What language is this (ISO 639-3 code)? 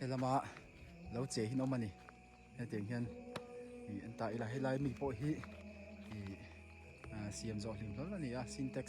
lus